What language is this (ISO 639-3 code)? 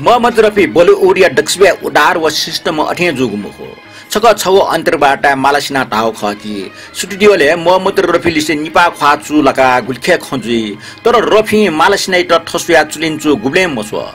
new